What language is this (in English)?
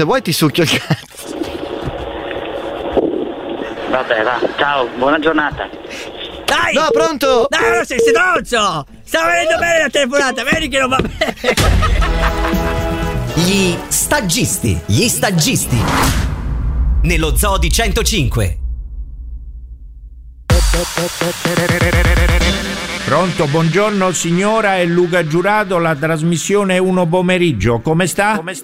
Italian